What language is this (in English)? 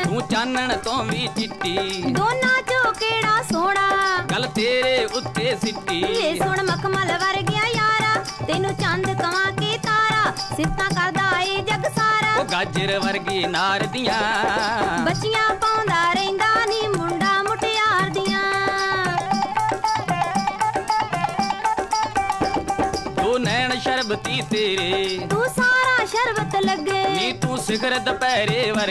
Punjabi